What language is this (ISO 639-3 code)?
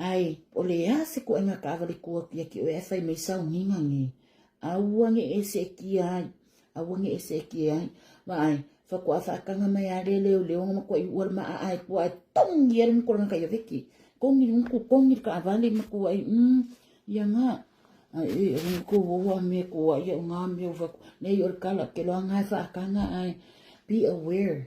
smo